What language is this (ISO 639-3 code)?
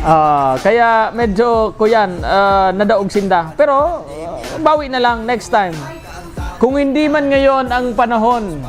bik